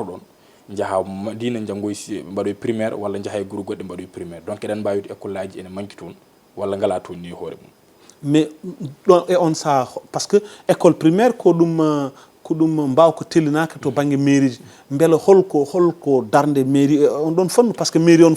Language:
Fula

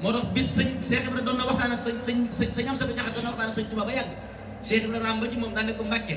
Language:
Wolof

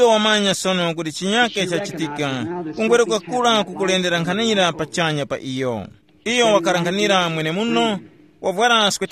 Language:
Tumbuka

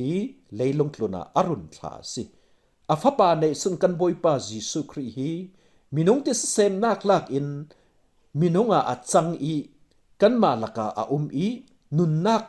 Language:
Falam Chin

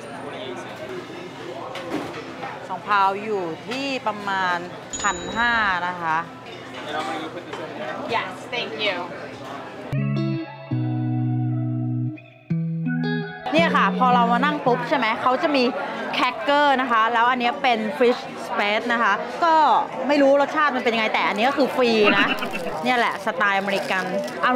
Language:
Thai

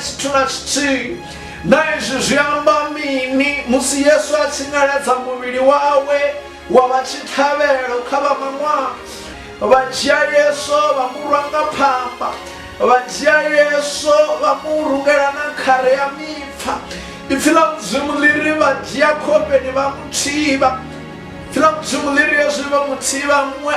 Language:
Venda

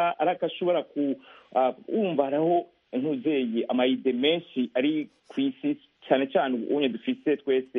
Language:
Rundi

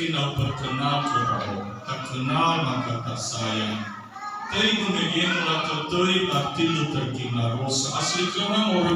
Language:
Nias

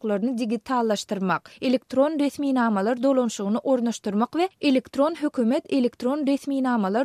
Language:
Turkmen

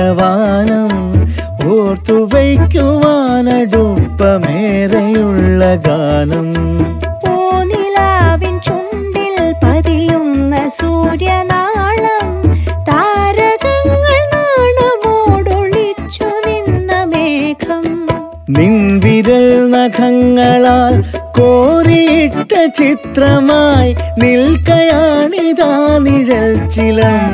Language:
Malayalam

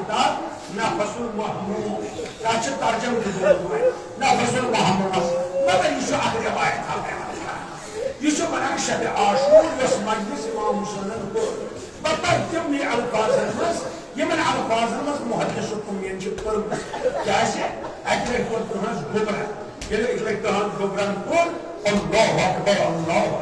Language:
Kashmiri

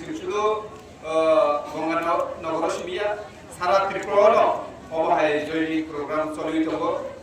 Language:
Kok Borok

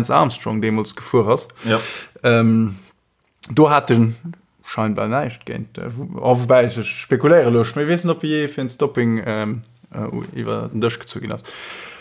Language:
Luxembourgish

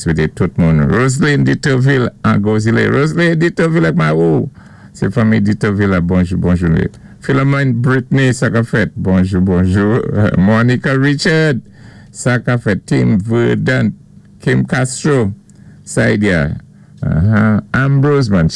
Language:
Saint Lucian Creole French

